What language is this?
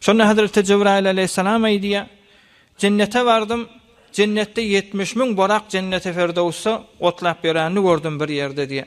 Turkmen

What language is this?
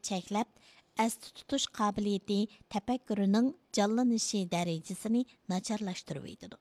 Uyghur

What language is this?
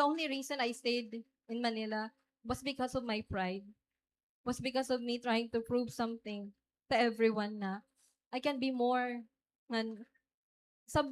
Waray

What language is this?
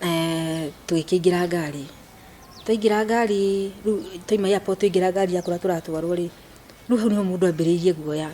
Kikuyu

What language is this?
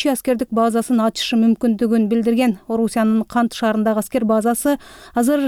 Kyrgyz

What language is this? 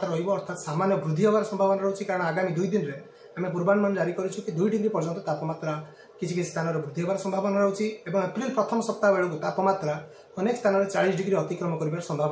Odia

